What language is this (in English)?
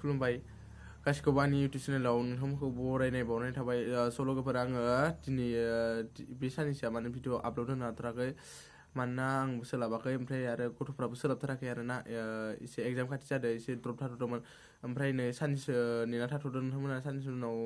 Bodo